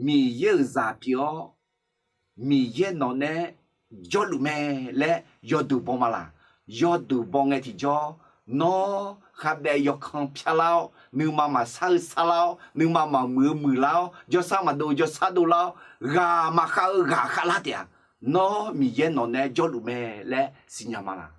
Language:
Akha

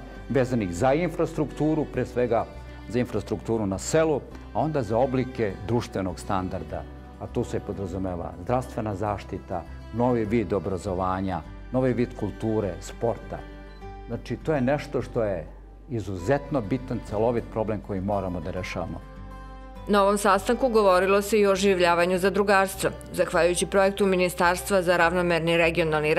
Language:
Serbian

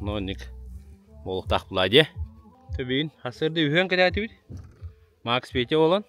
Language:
Yakut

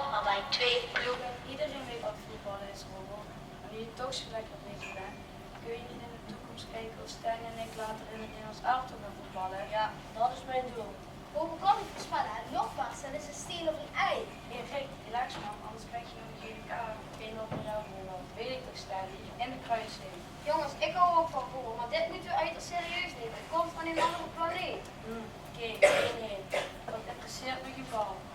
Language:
Limburgish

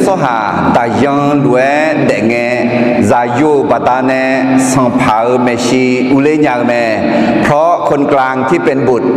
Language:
Akha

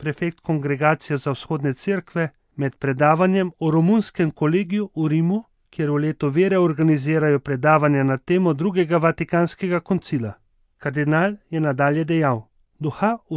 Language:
Slovenian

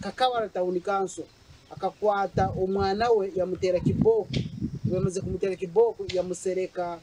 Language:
Nyankole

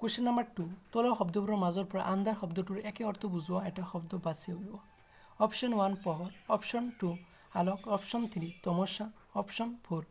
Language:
Assamese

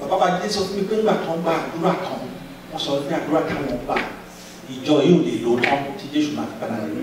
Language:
Yoruba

